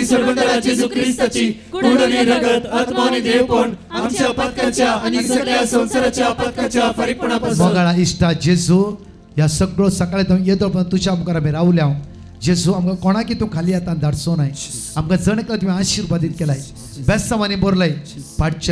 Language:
Konkani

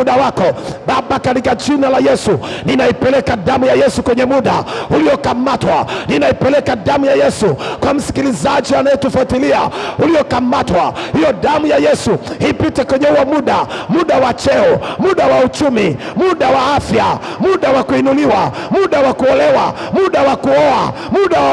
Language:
Swahili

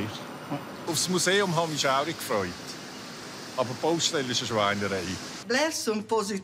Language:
Romansh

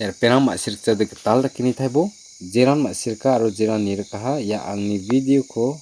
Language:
Garo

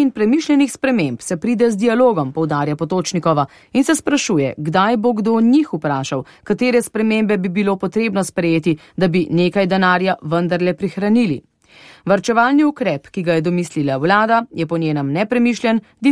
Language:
Slovenian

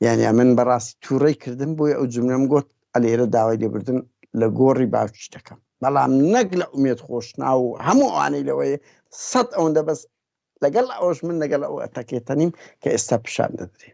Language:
Central Kurdish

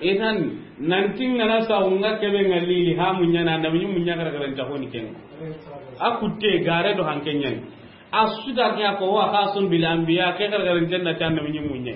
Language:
Soninke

